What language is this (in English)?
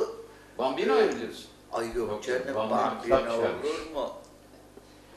Turkish